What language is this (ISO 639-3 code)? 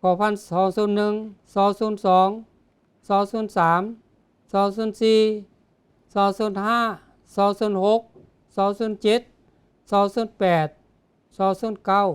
lao